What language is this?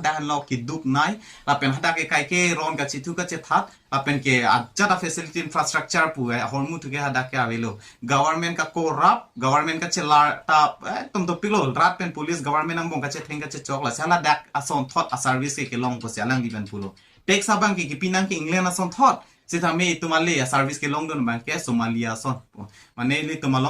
Karbi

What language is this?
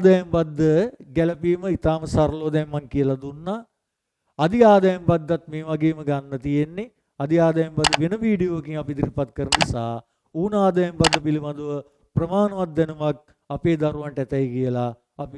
Sinhala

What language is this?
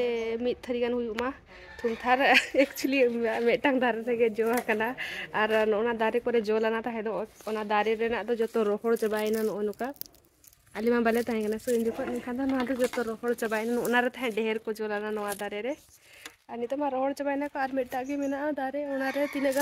Santali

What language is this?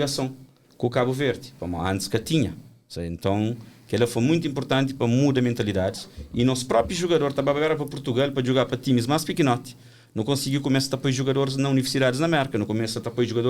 Kabuverdianu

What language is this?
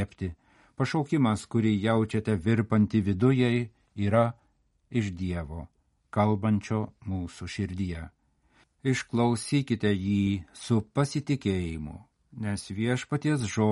Lithuanian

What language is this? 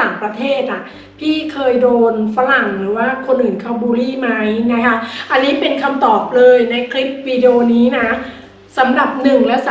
Thai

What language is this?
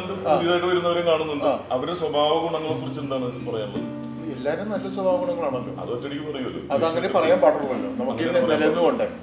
Malayalam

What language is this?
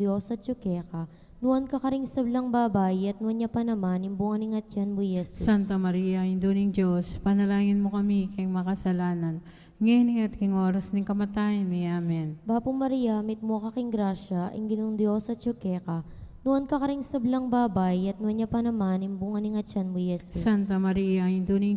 Pampanga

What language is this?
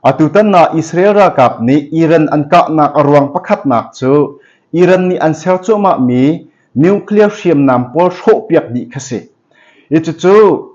Hakha Chin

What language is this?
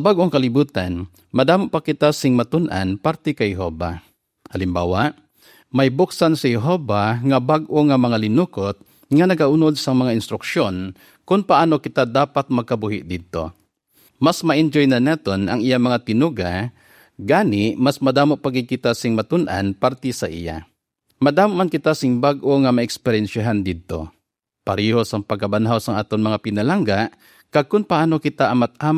Hiligaynon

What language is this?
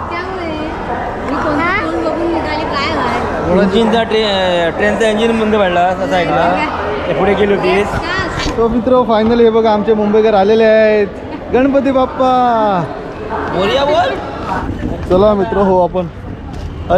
Marathi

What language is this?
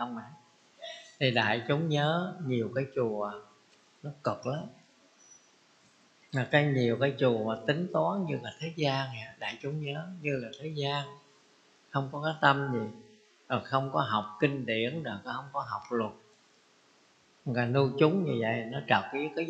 Vietnamese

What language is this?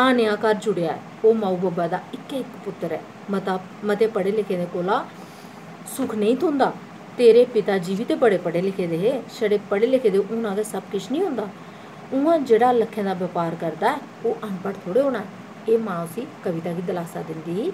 Dogri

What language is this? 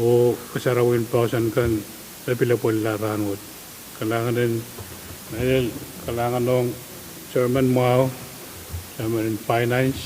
Pohnpeian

